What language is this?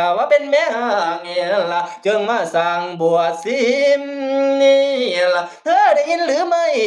Northeastern Thai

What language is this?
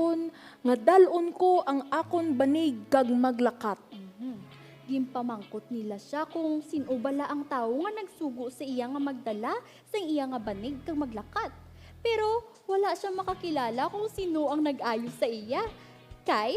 Hiligaynon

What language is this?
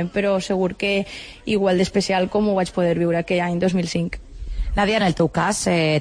Catalan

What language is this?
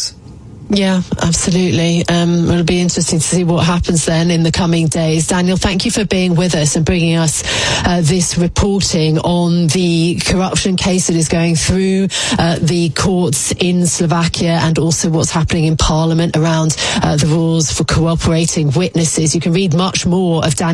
English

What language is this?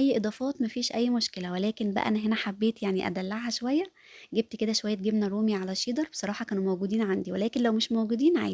Egyptian Arabic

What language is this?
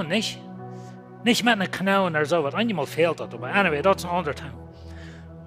Plautdietsch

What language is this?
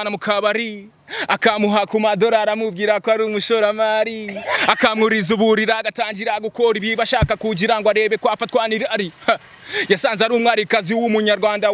Kinyarwanda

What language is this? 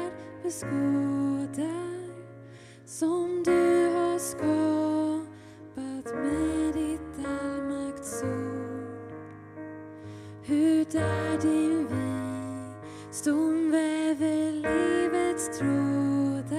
Swedish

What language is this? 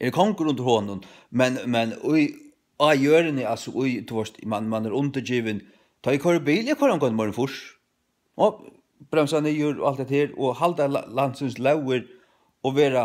Faroese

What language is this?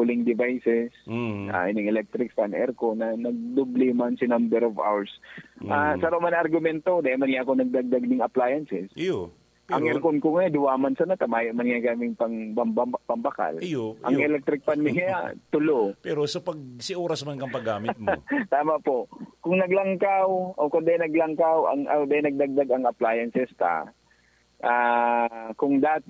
Bikol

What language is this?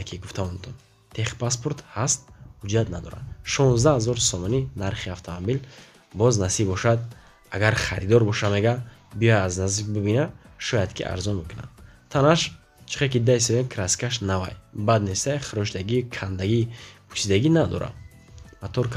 Tajik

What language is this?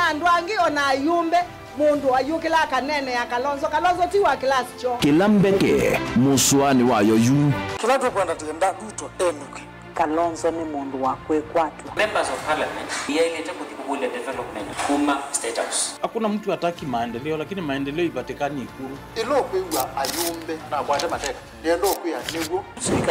Kamba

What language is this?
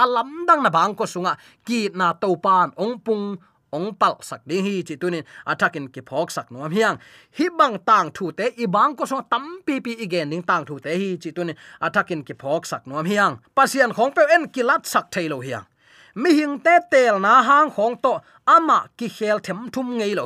Tedim Chin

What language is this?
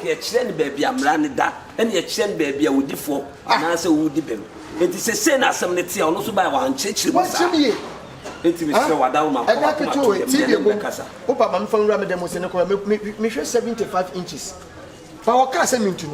Akan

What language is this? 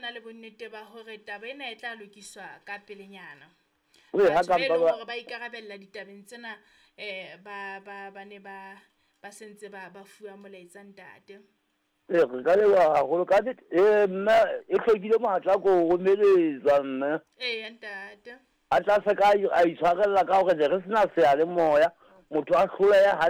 Southern Sotho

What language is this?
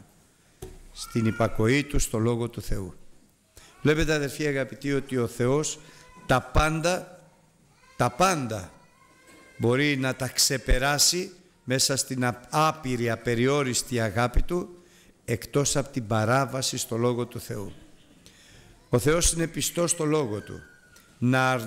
Greek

